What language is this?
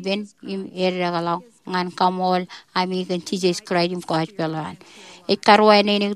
Marshallese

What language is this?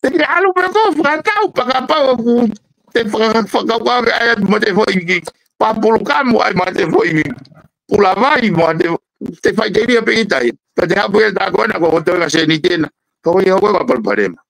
Tongan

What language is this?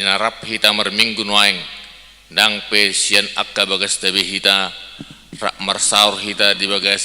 Batak Toba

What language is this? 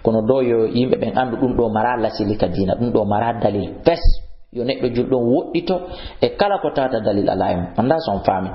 Fula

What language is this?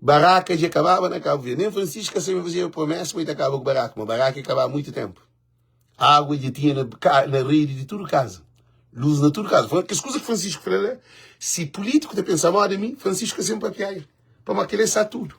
Kabuverdianu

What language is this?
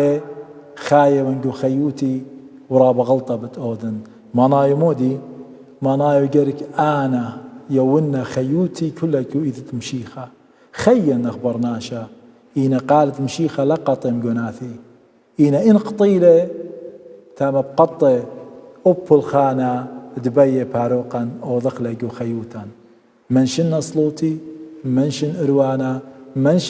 Assyrian Neo-Aramaic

